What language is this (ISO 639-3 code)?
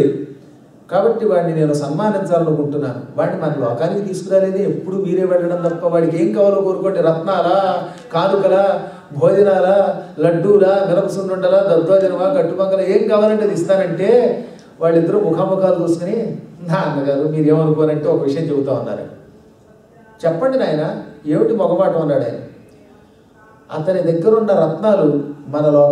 tel